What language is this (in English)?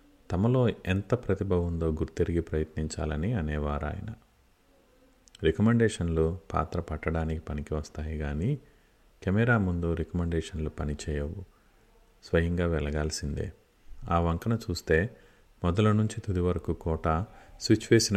Telugu